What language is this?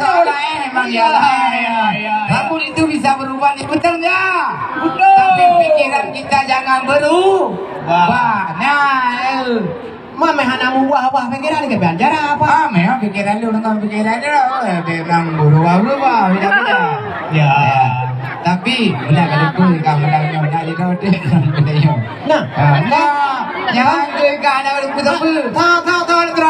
Achinese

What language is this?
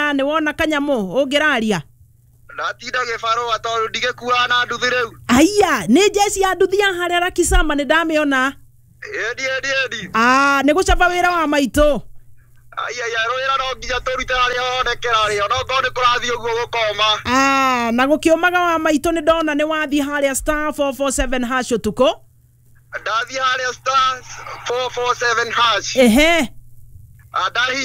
Kikuyu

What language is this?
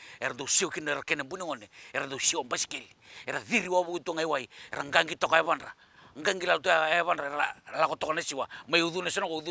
Fijian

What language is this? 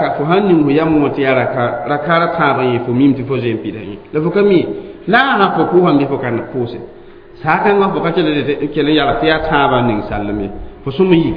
Mossi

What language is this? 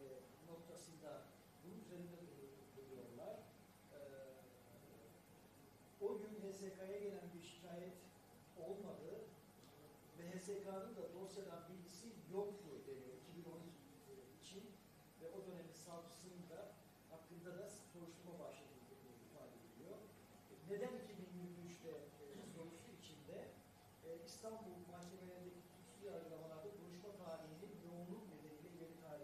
Turkish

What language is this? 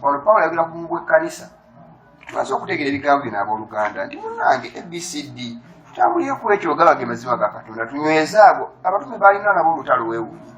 Ganda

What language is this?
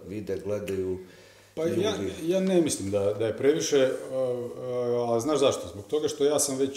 Croatian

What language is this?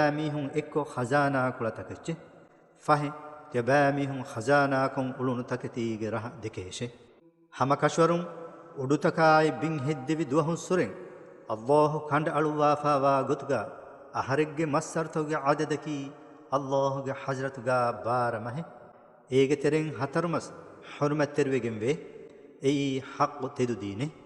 Divehi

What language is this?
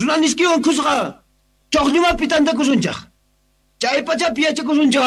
Quechua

